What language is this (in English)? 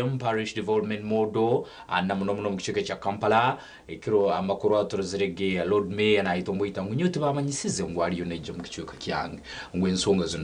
Nyankole